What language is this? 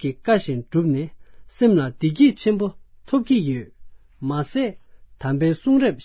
Tibetan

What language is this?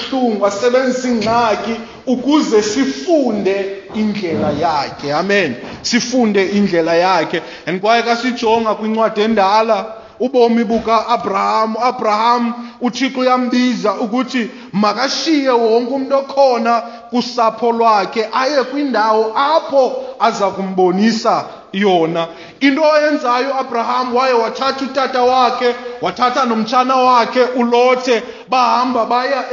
Xhosa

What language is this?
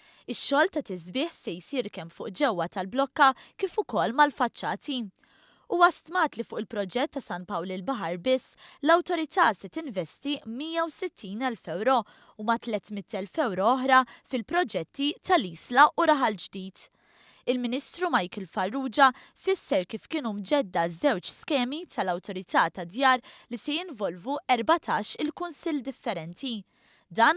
Maltese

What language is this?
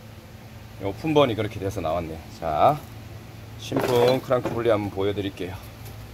Korean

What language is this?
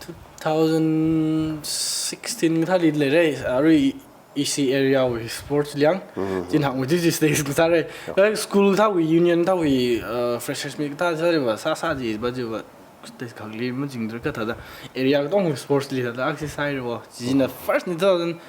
Tangkhul Naga (India)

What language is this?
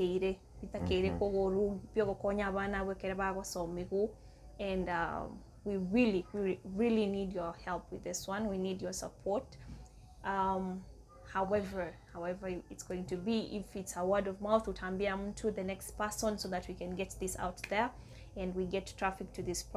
Gusii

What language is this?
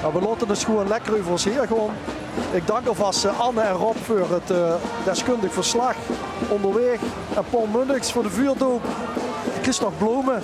Limburgish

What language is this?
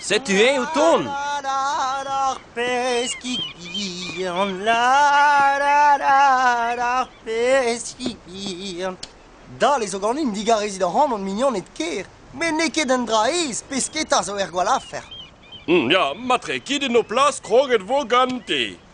Breton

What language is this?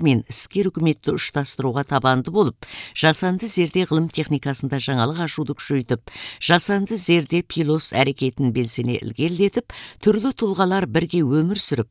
Kazakh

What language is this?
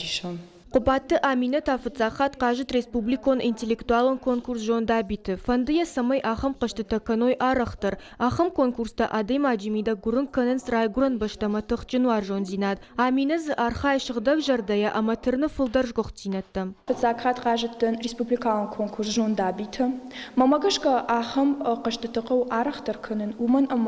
Ossetic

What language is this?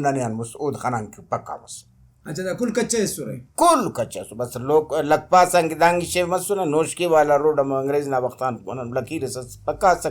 Brahui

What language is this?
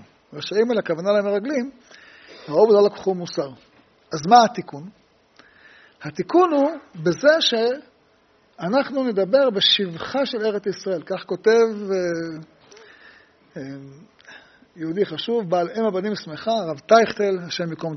Hebrew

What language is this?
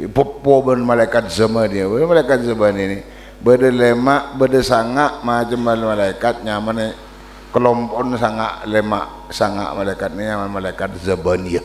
Madurese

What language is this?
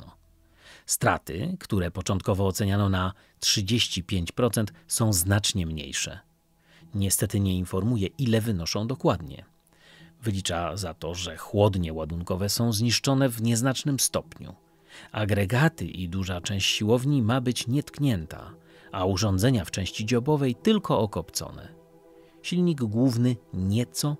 Polish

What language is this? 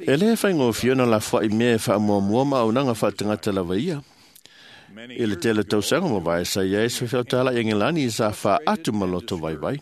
Samoan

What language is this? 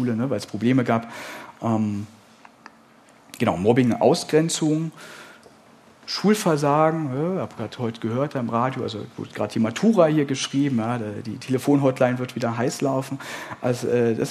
German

